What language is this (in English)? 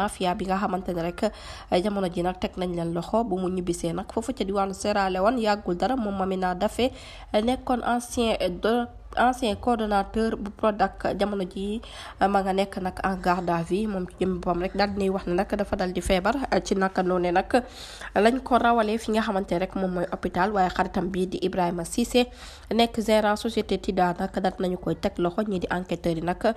Wolof